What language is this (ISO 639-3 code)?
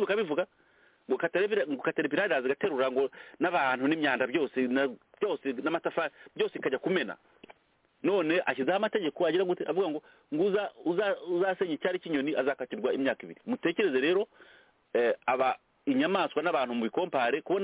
kin